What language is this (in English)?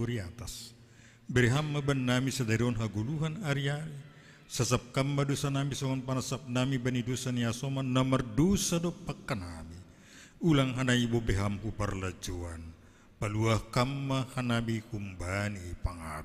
Batak Simalungun